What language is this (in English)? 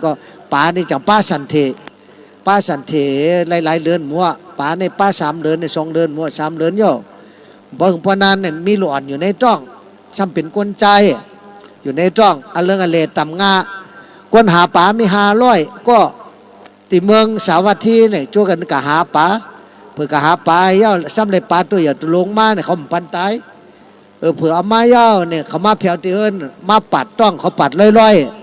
Shan